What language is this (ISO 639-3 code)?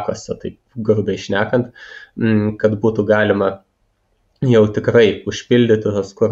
lit